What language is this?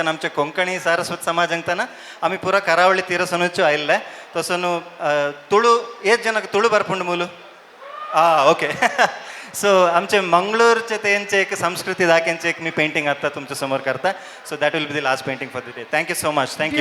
Konkani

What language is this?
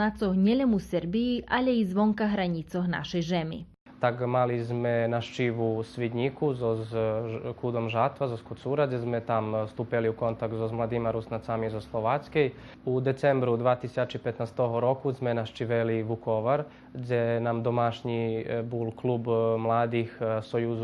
Rusyn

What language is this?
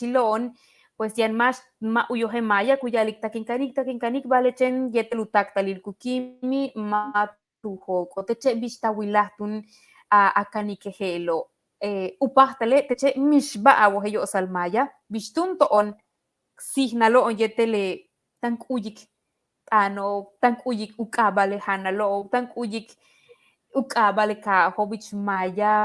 Yucateco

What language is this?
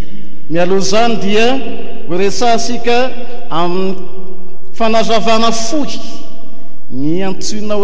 Malagasy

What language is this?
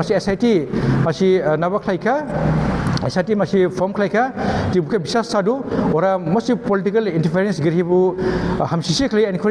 Dimasa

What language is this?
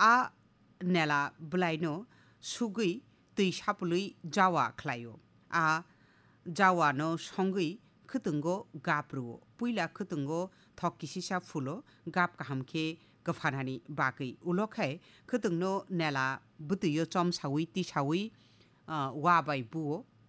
Kok Borok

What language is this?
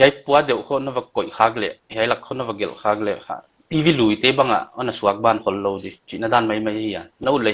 Paite Chin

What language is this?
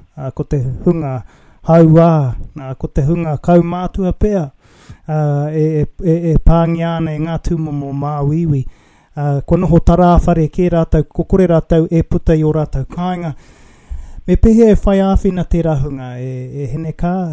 Māori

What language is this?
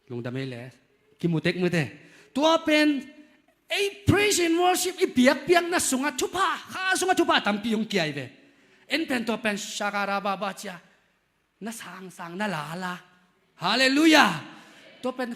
Tedim Chin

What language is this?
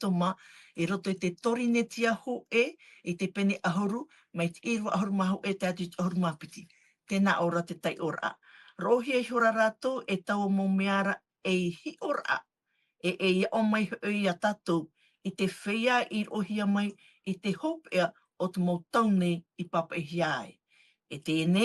Tahitian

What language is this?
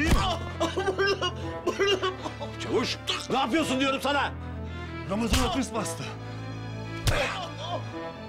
Turkish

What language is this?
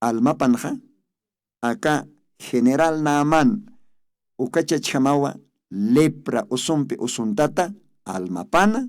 Aymara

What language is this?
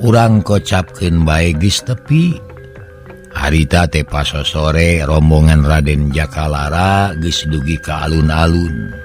Sundanese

